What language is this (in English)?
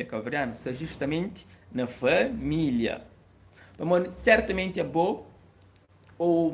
Kabuverdianu